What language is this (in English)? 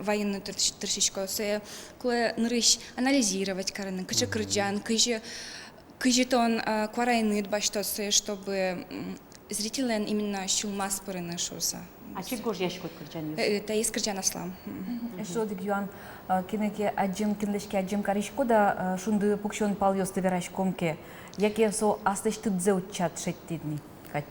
Udmurt